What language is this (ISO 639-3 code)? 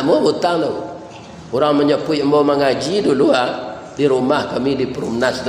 min